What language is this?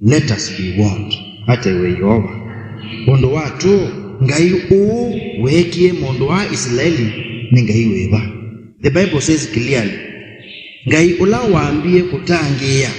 Kamba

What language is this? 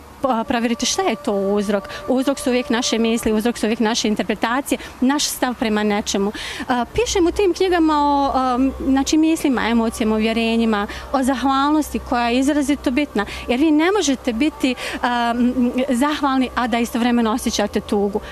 Bosnian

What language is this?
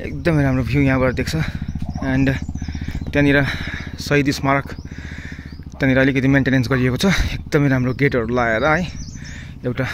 Nepali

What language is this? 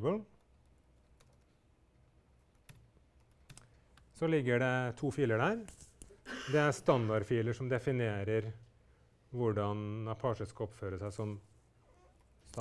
Norwegian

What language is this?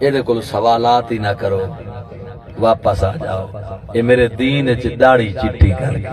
Saraiki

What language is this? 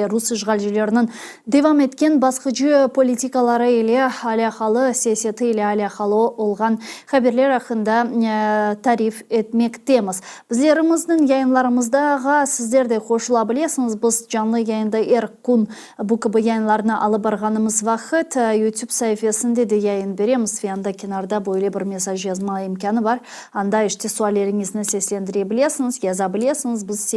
Crimean Tatar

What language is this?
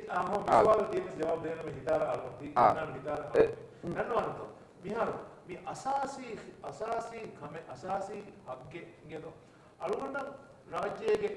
Divehi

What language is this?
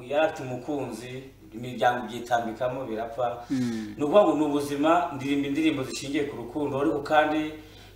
Kinyarwanda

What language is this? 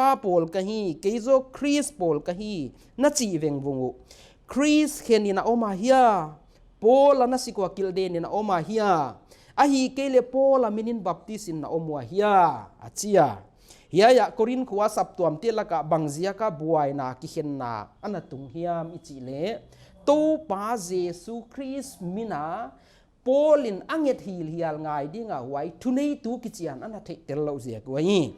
Paite Chin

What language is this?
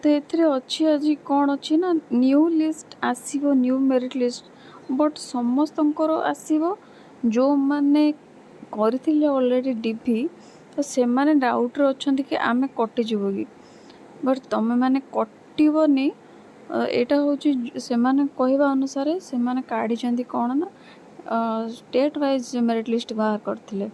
Odia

